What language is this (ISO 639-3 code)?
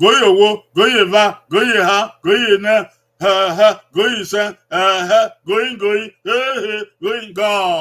bin